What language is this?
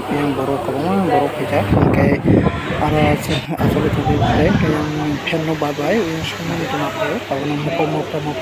Kok Borok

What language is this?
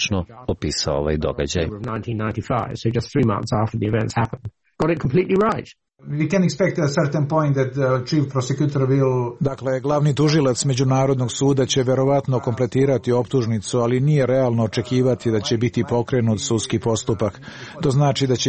Serbian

